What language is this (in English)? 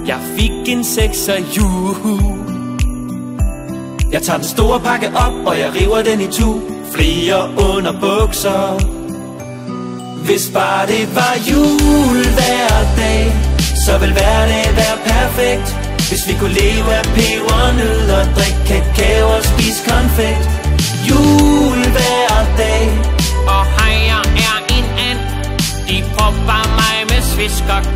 Danish